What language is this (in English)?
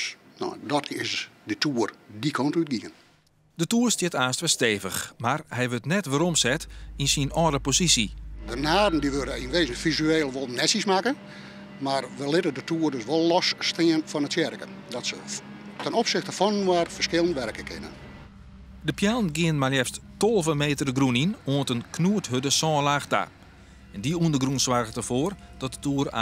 Western Frisian